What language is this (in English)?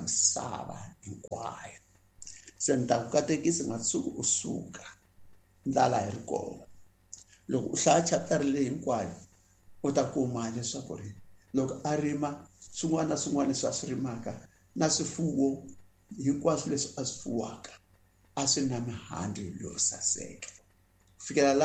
Tsonga